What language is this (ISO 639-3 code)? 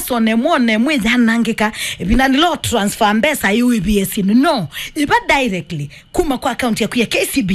kam